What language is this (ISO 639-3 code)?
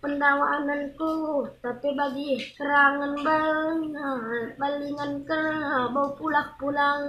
btx